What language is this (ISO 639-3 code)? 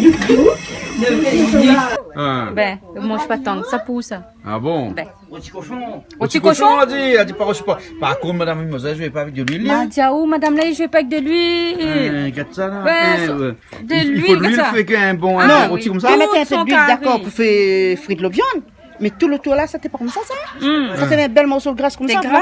rcf